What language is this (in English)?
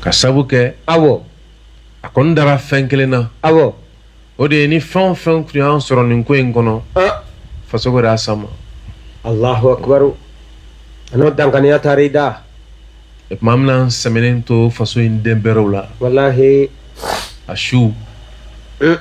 Bambara